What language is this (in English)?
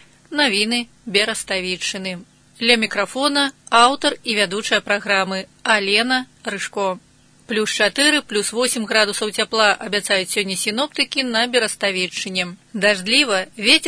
Belarusian